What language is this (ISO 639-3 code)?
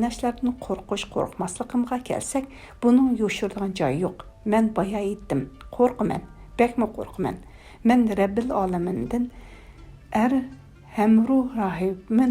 uig